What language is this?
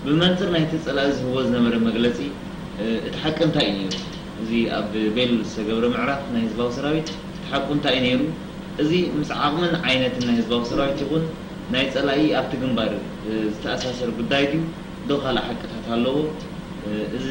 Tigrinya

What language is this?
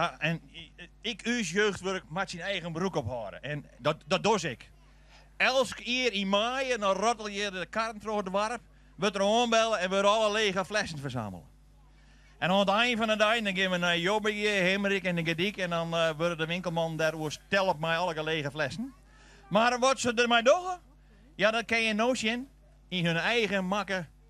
Western Frisian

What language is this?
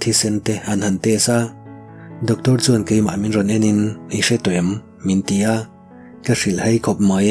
Mizo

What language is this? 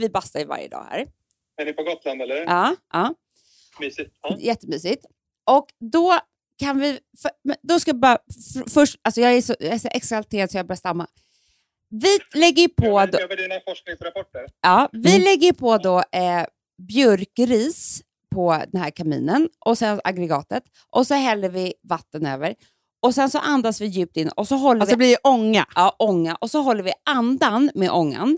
Swedish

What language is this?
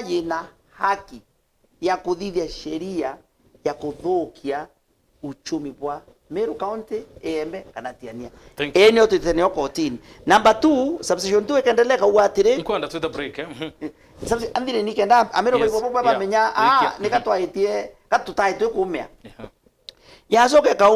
Meru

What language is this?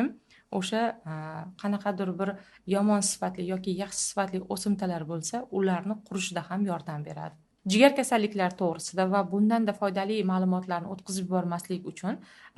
Uzbek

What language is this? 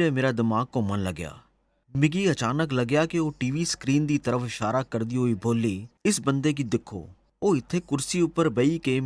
Dogri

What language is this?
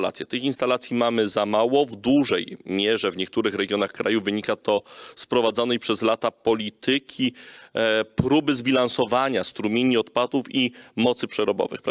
Polish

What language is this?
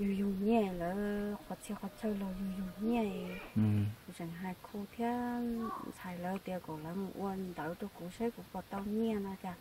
Hmong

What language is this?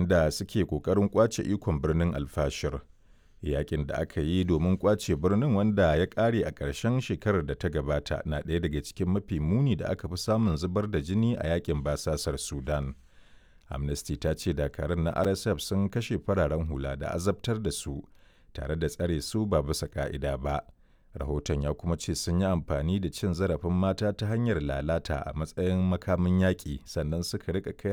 Hausa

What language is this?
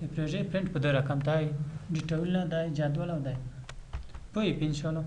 Pashto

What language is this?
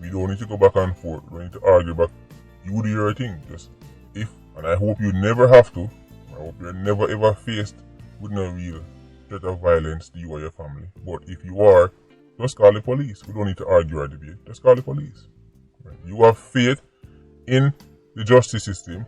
Jamaican Creole English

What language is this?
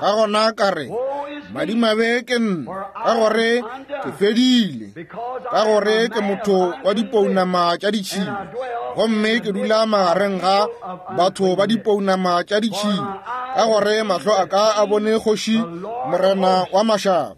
Northern Sotho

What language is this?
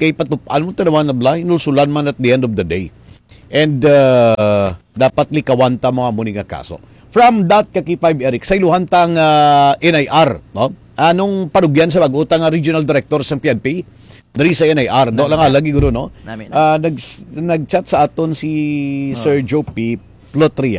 Hiligaynon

